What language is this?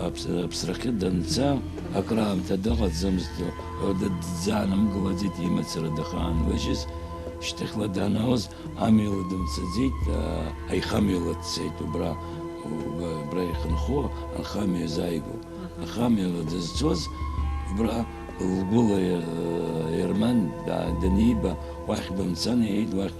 Abkhazian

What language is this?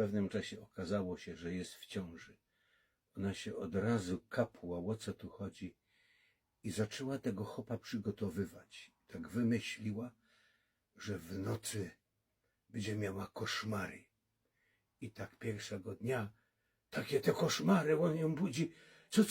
Silesian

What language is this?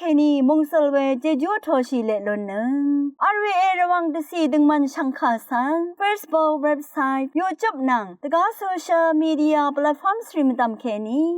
Rawang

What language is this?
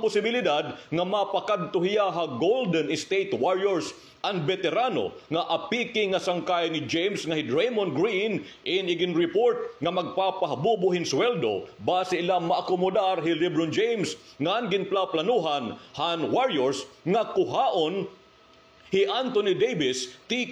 Waray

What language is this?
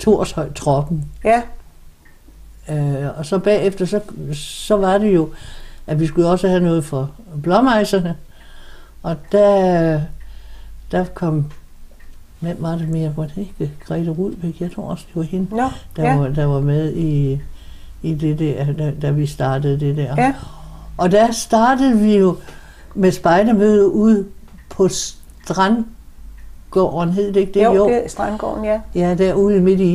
Danish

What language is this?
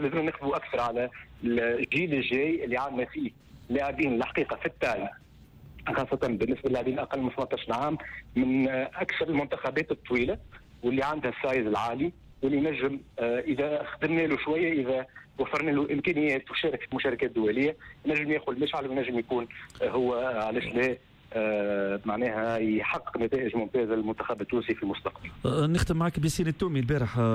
Tunisian Arabic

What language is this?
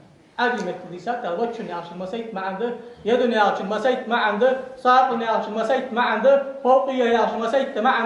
Ingush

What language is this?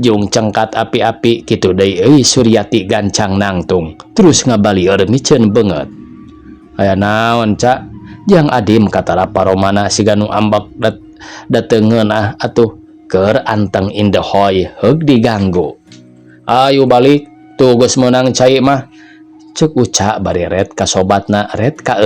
Sundanese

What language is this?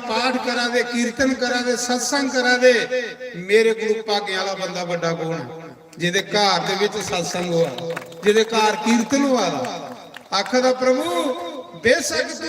Dogri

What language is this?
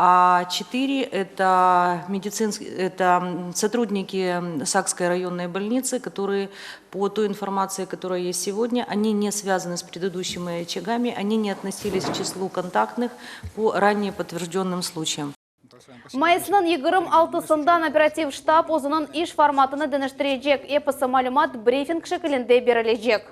Crimean Tatar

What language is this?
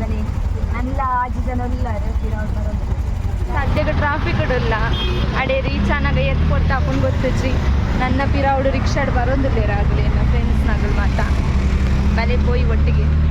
Tulu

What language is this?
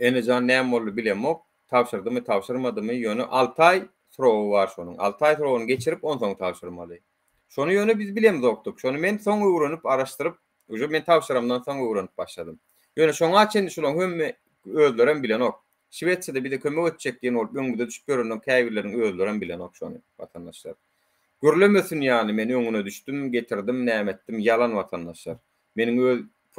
Turkmen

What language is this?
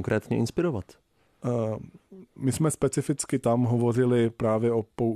Czech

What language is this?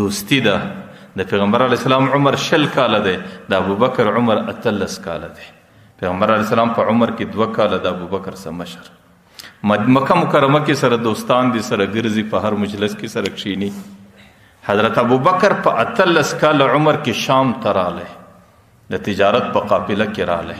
Pashto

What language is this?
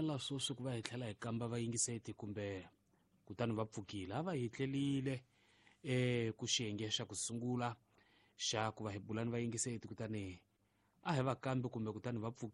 Tsonga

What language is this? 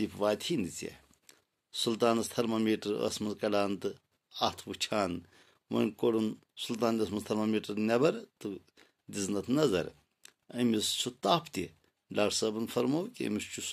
Kashmiri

